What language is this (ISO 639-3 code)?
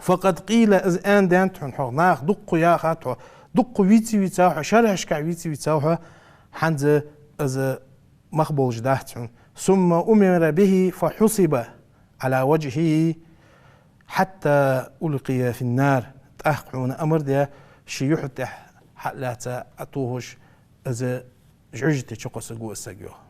inh